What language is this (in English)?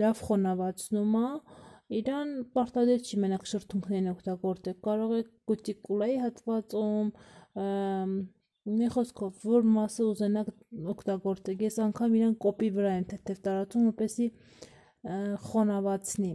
Armenian